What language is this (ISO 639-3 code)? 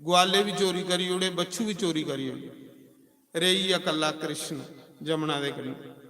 doi